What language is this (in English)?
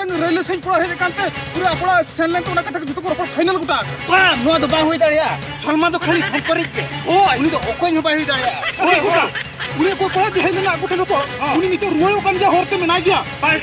Santali